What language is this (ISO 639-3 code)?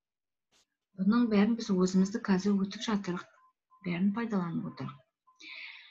kaz